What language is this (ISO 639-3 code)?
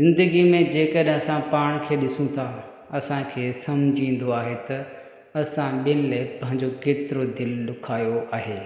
snd